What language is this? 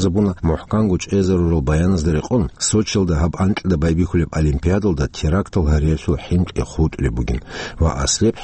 Avaric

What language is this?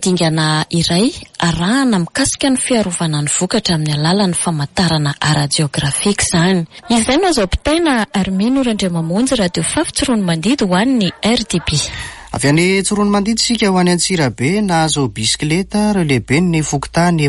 Malagasy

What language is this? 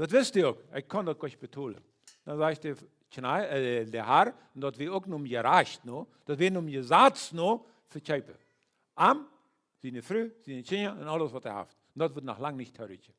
Plautdietsch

